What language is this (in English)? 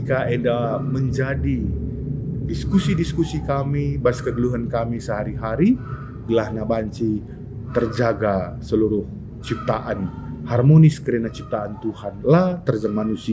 Batak Karo